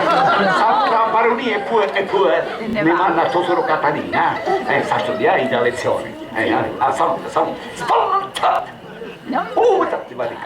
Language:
Sicilian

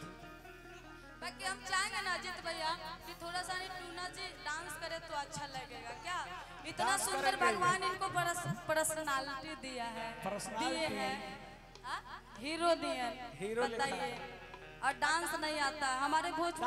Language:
Bhojpuri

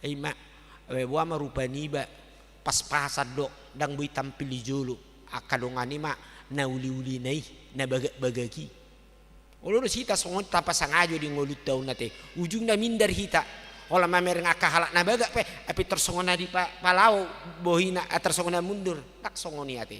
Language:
Batak Toba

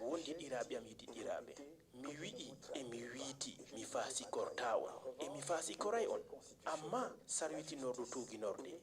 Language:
Fula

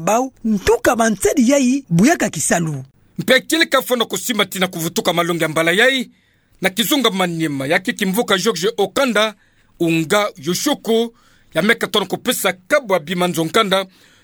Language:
Kituba (Democratic Republic of Congo)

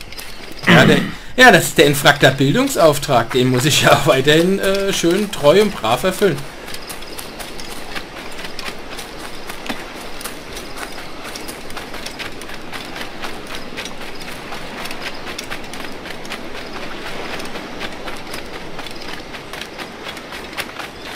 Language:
German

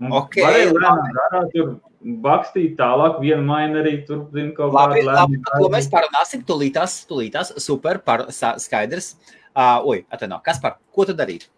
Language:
Latvian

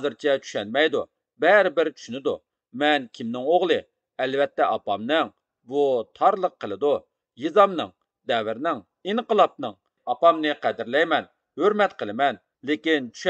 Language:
Uyghur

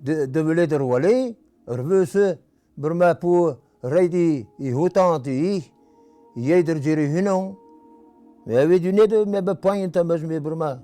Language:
Breton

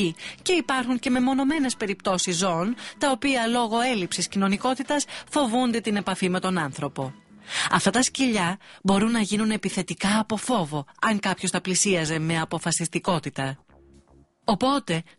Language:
Greek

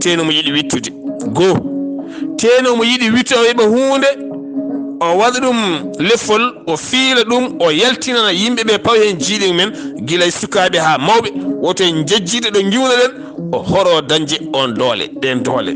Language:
Fula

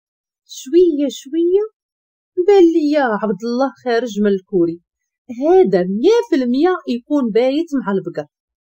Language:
Moroccan Arabic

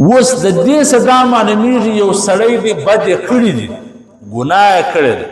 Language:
Pashto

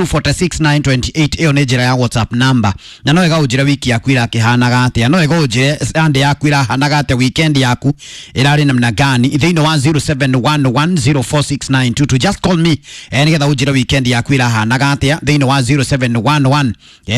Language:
Kikuyu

